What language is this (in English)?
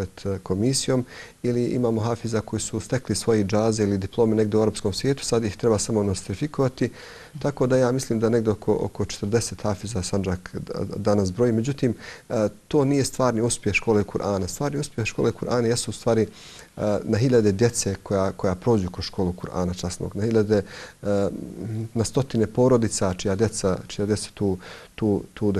Bosnian